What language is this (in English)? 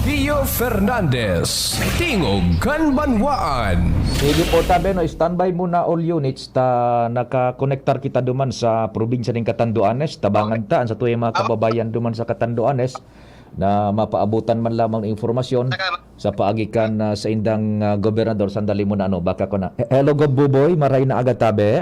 Bikol